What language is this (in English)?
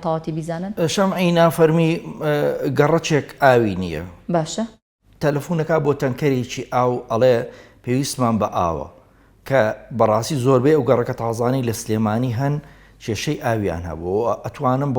Central Kurdish